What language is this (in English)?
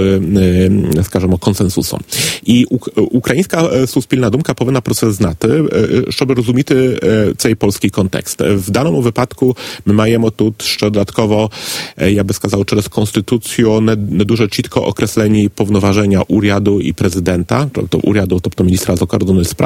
Ukrainian